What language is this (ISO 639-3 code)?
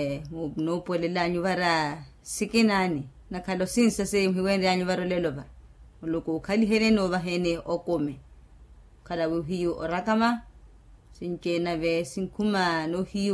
vmw